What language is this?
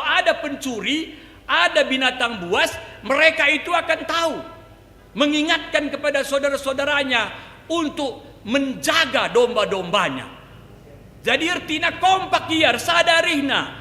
Batak Karo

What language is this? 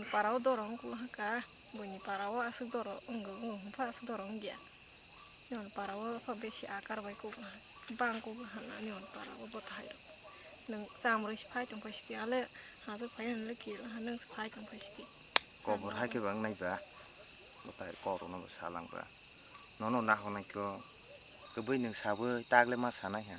Kok Borok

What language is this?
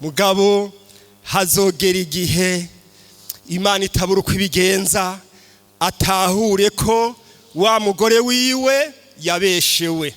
Rundi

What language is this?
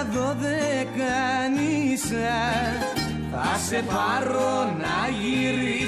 Greek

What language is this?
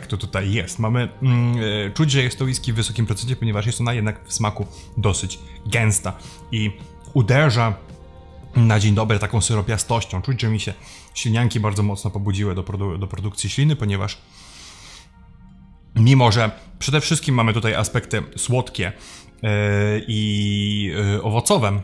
Polish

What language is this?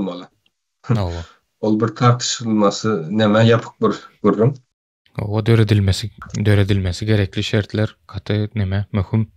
Turkmen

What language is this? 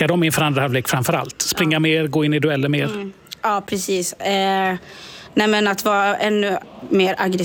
Swedish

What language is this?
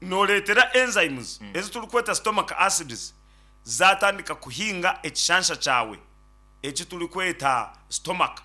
Nyankole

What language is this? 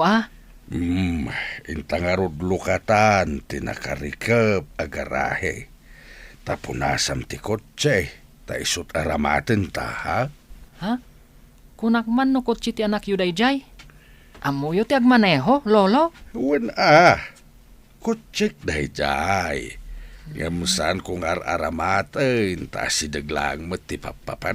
Iloko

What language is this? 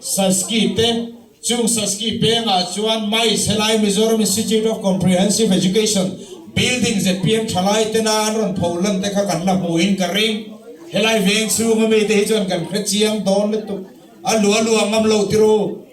Mizo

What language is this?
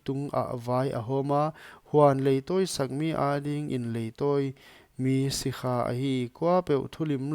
Paite Chin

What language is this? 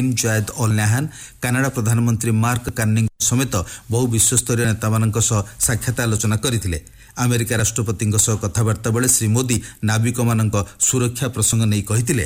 Odia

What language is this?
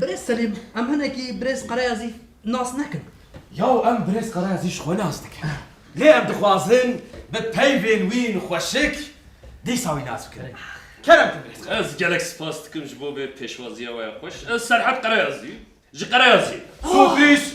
Kurdish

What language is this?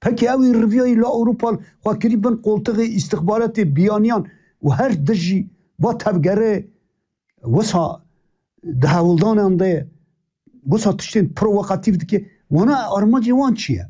Kurdish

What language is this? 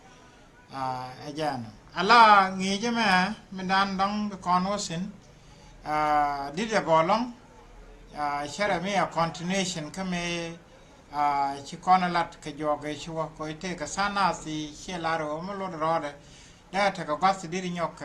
Nuer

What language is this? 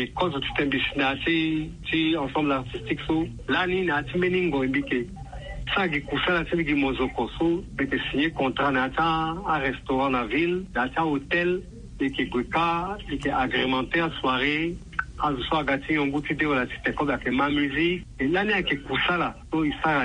Sango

